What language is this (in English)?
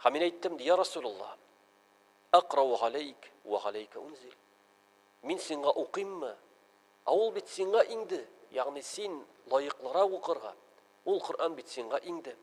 Tatar